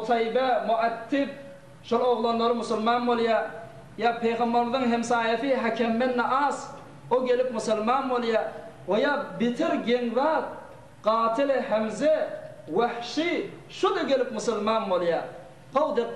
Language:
Turkmen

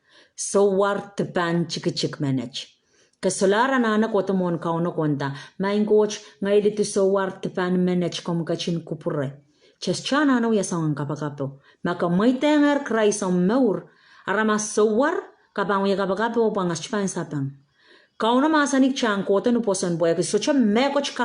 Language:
Pohnpeian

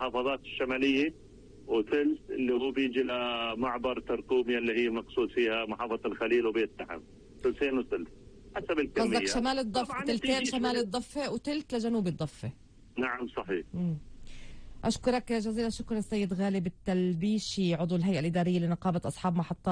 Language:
North Levantine Arabic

